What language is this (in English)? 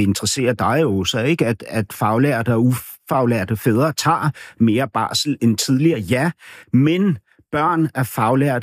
Danish